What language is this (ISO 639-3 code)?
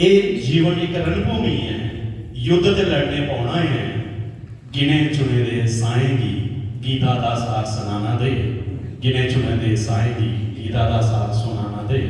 doi